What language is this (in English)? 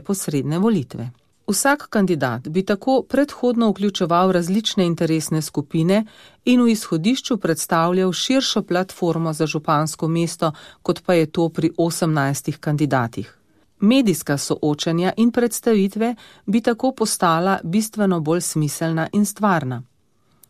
Slovenian